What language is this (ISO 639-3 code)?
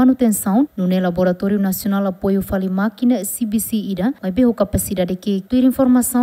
tet